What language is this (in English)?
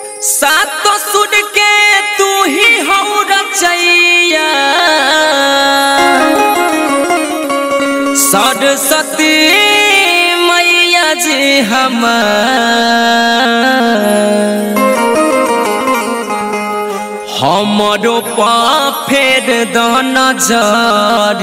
Bhojpuri